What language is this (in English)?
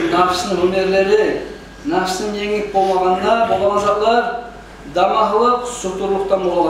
Kumyk